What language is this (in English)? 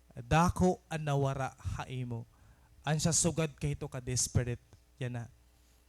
Waray